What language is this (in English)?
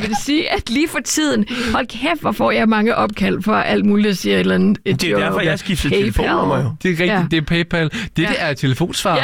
Danish